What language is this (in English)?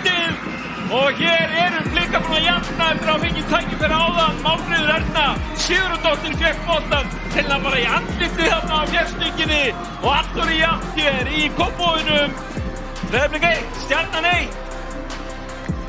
Icelandic